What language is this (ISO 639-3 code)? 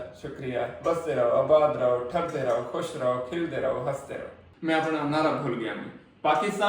skr